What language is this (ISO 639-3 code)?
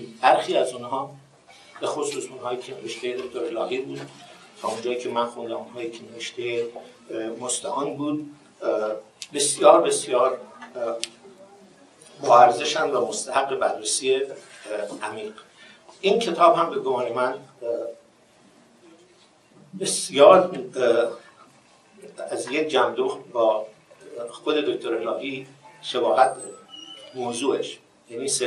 fas